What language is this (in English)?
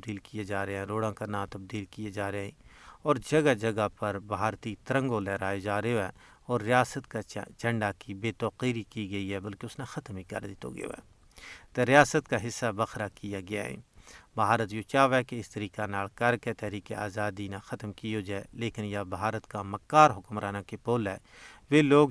Gujari